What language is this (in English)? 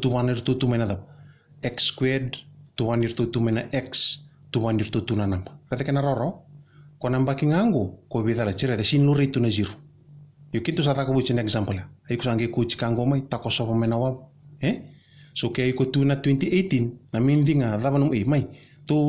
Fijian